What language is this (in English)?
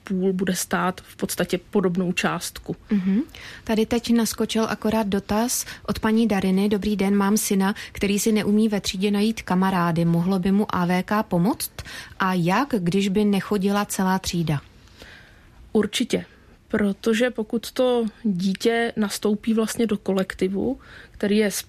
Czech